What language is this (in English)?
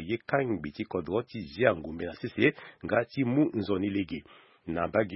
Sango